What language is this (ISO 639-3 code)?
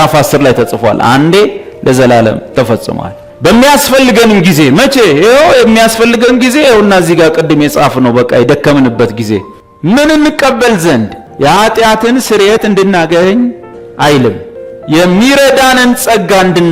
amh